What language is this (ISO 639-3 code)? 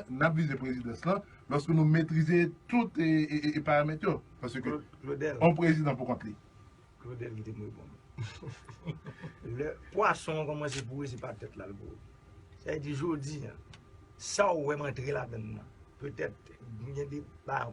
hat